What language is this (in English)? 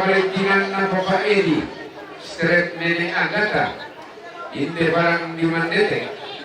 Toraja-Sa'dan